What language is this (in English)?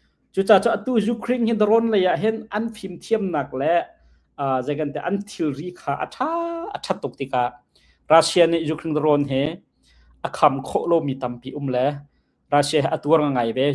Hakha Chin